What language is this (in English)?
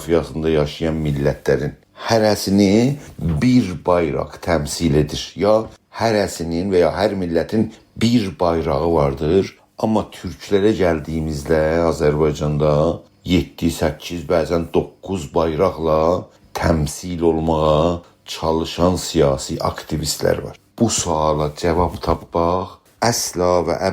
South Azerbaijani